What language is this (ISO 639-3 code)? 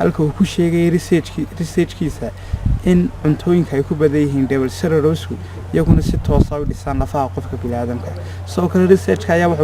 som